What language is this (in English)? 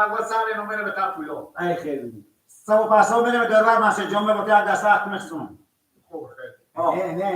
Persian